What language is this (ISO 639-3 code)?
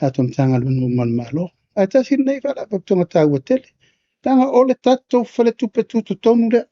smo